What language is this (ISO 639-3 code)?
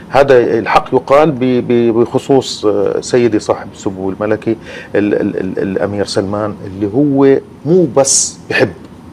afb